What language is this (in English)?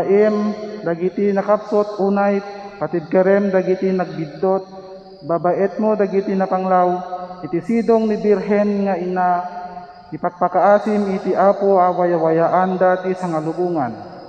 Iloko